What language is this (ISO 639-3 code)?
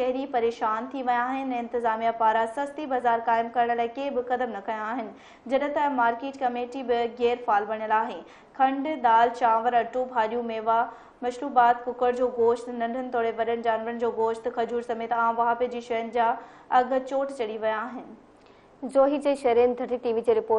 snd